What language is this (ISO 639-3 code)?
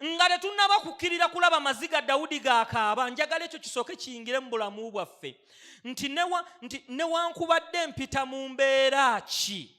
lug